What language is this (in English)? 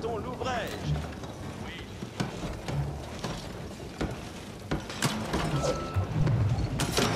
French